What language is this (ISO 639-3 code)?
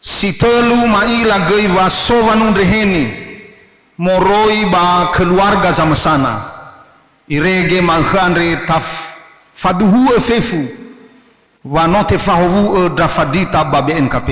nia